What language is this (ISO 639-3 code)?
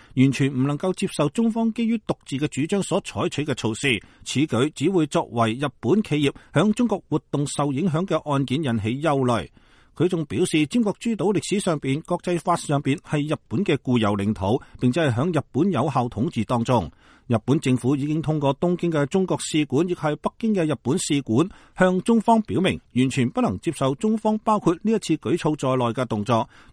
yue